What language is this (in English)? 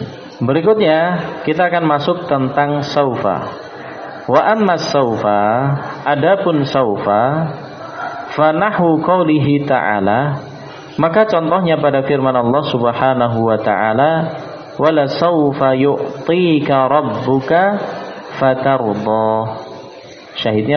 Indonesian